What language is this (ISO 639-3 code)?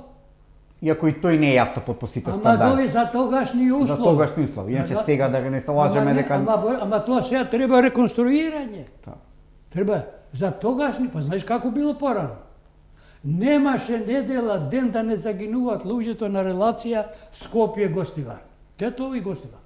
mkd